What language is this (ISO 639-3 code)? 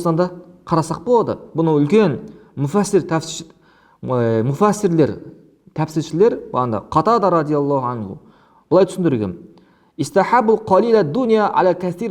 kaz